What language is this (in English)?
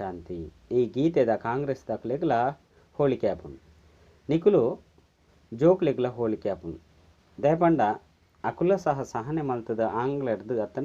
Tulu